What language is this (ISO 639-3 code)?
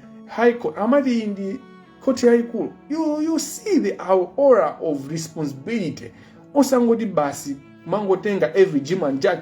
nya